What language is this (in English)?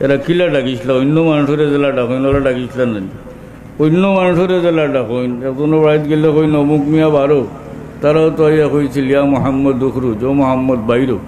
Sylheti